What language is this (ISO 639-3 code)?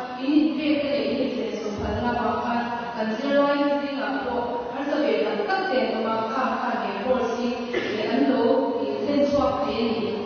lus